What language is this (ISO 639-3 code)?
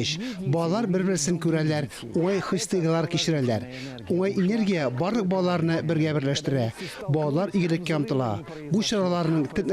tat